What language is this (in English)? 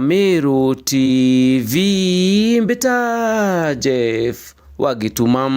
Meru